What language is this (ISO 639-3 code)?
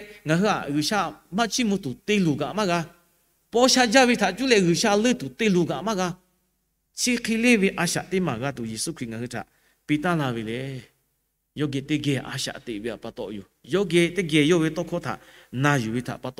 lhu